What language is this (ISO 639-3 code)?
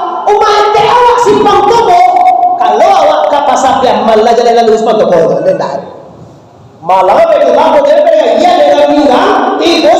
min